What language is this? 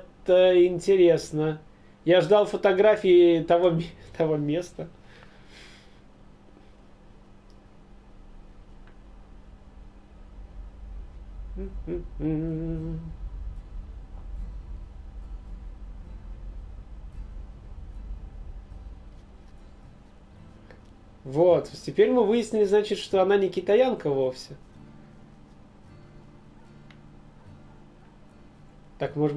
Russian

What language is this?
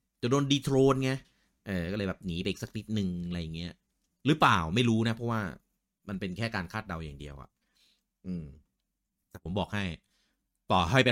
Thai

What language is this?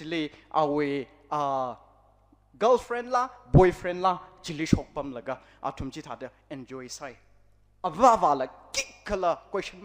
Tangkhul Naga (India)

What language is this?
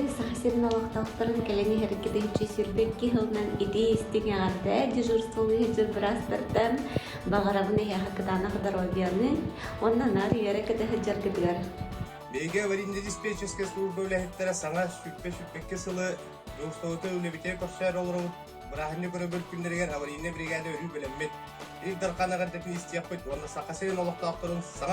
Yakut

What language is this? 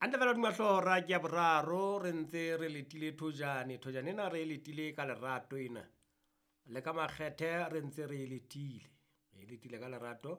Southern Sotho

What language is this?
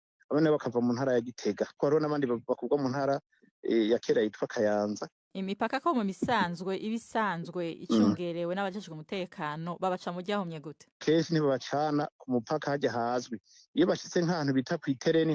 Rundi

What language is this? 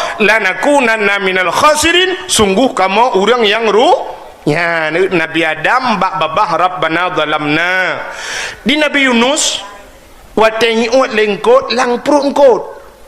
Achinese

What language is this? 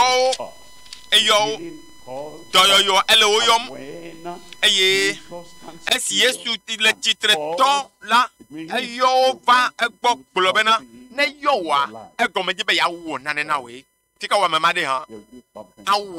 Ewe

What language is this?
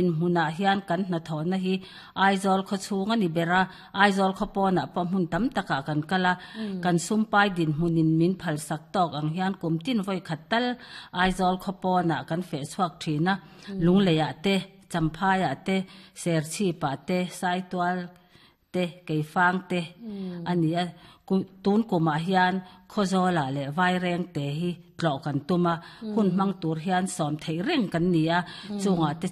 Mizo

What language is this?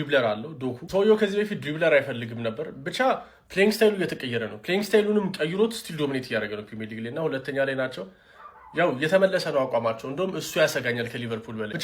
Amharic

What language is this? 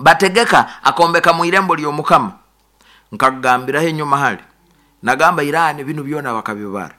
Nyoro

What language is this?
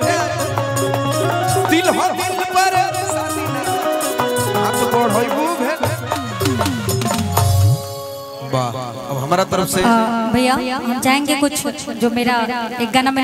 Bhojpuri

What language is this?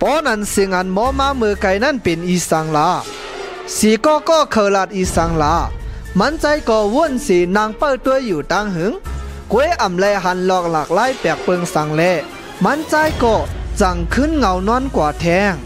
Shan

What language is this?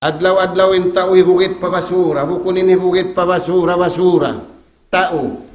Tausug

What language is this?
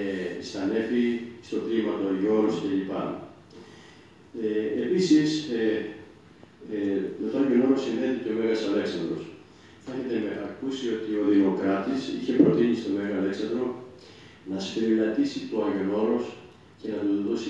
Greek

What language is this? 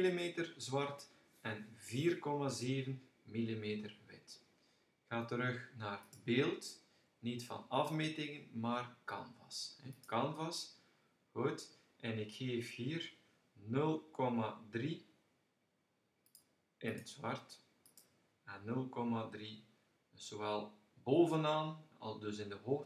Dutch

